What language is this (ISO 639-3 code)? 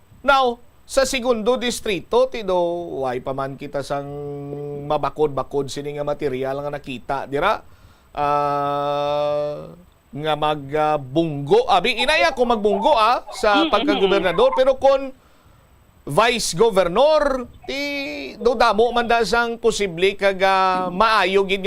hil